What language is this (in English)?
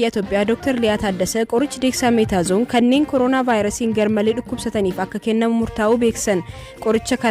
Oromo